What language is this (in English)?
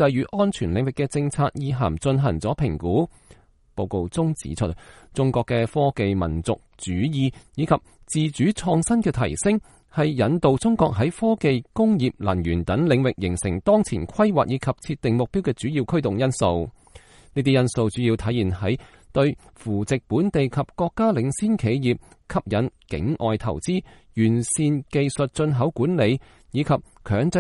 Cantonese